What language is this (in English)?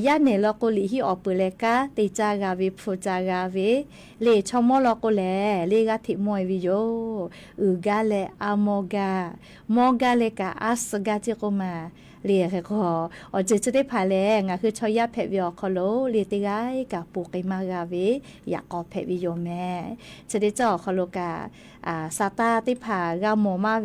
Lahu